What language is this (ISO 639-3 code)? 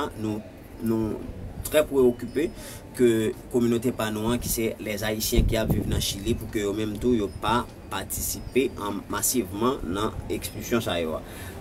hat